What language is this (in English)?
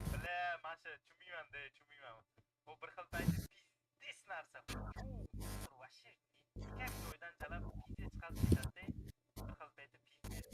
Kara-Kalpak